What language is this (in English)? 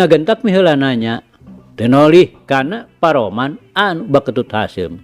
Sundanese